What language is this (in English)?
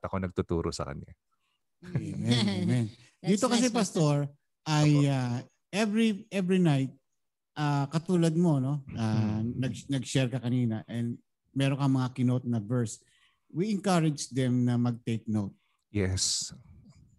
Filipino